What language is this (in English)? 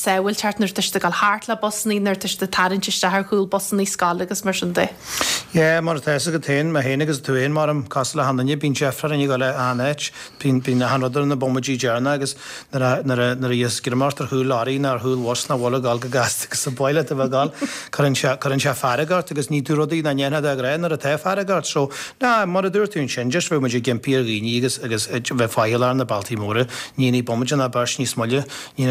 Irish